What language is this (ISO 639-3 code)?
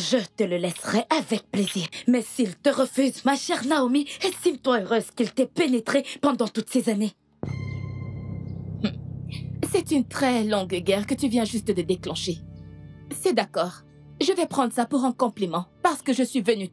fra